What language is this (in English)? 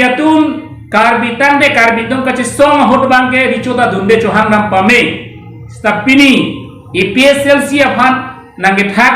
Karbi